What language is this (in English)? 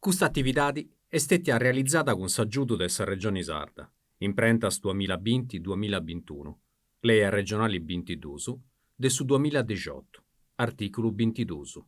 Sardinian